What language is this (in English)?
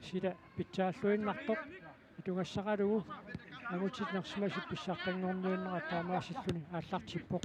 Kalaallisut